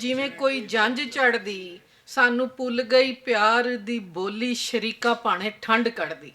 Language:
Western Panjabi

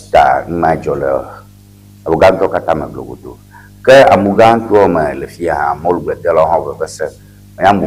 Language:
Ewe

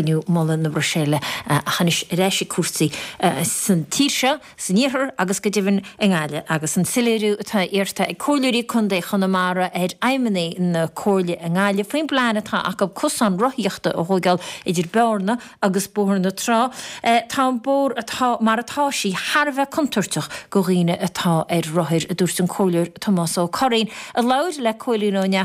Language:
Irish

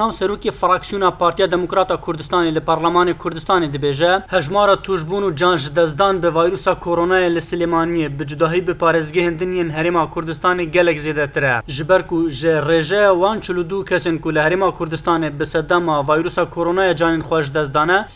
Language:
Kurdish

